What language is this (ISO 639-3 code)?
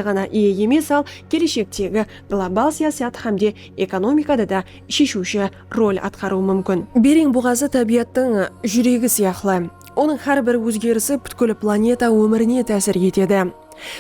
kaa